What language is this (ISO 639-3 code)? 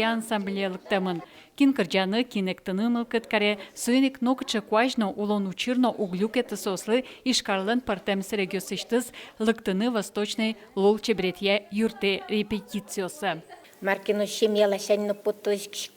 udm